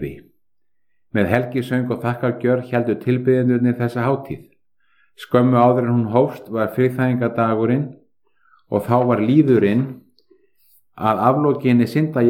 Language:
Icelandic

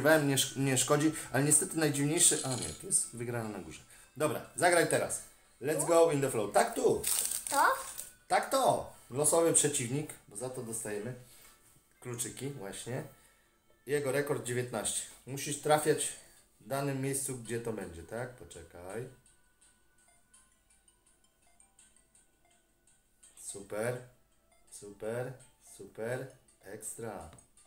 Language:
Polish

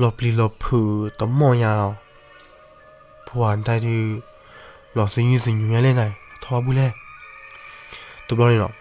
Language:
S'gaw Karen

